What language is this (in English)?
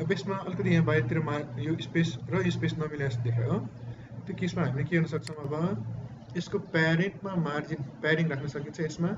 Nepali